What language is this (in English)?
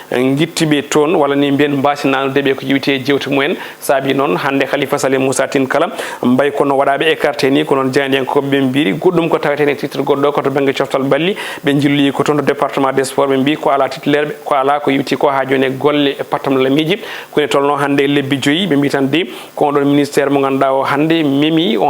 Fula